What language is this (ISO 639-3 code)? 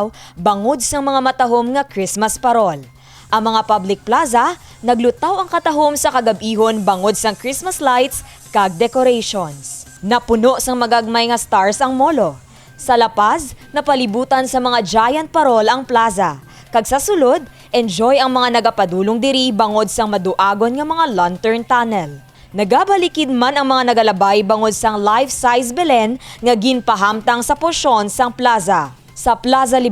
hil